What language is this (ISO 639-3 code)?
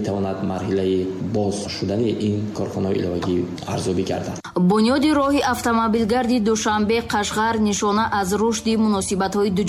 fas